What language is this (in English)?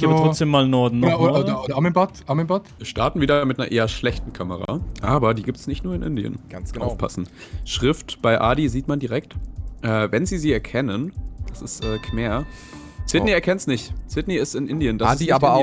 Swiss German